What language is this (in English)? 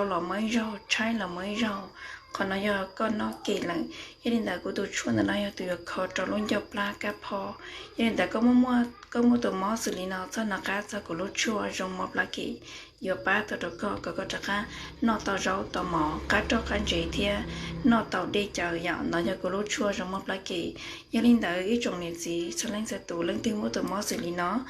Hmong